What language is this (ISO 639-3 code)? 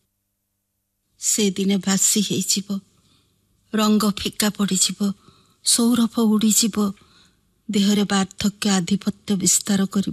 ori